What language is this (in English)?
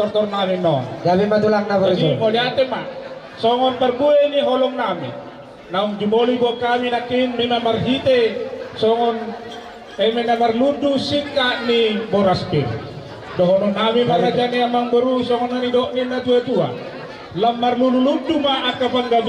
Batak Toba